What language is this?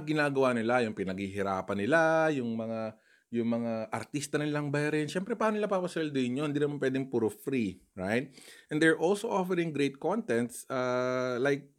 Filipino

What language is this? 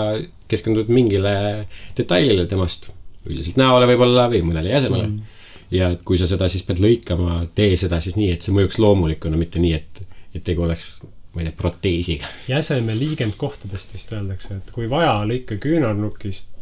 Estonian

